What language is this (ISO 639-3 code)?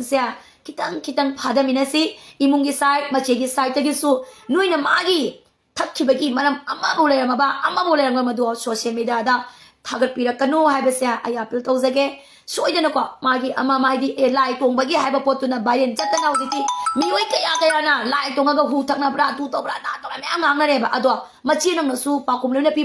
mni